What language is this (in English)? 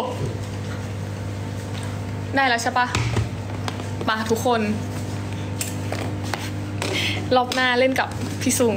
Thai